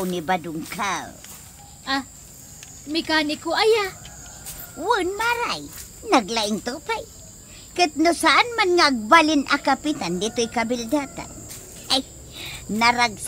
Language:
Iloko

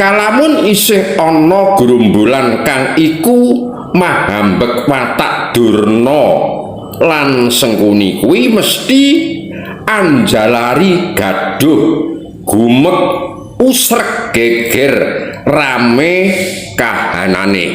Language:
Javanese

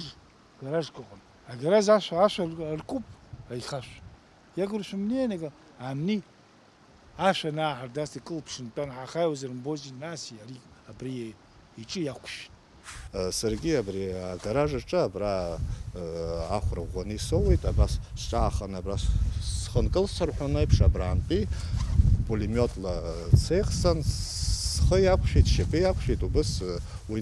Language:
Abkhazian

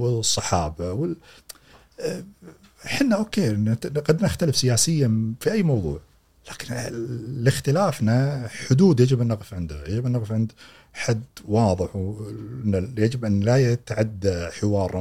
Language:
Gulf Arabic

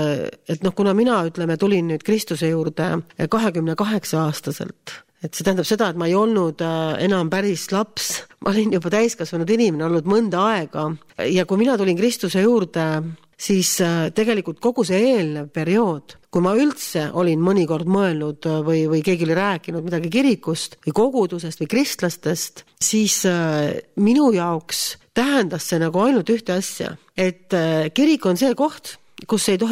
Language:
Estonian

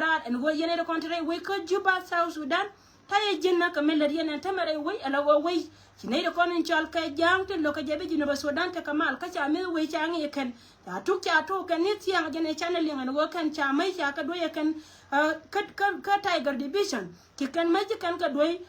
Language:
Nuer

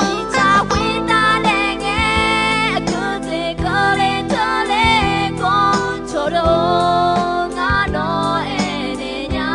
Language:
Akha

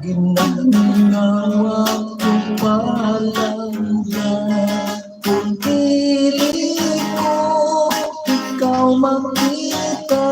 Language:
Hiligaynon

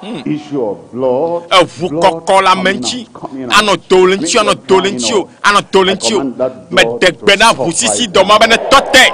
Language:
Ewe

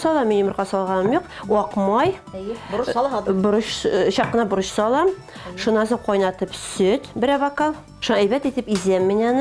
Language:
Bashkir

